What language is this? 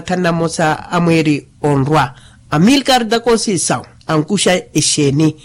Makhuwa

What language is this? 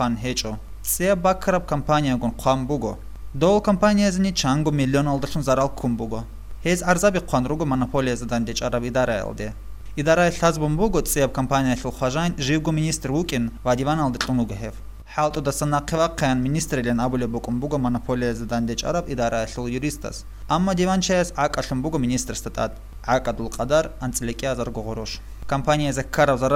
Avaric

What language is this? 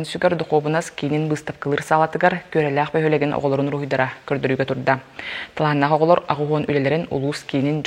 Yakut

